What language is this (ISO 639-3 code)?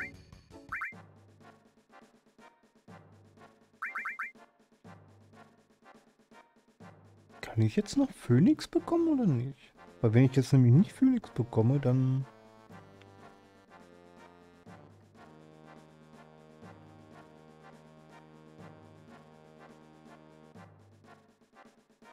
deu